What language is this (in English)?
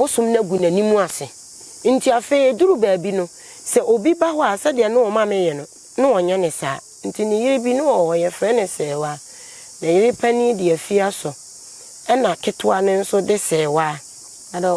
Akan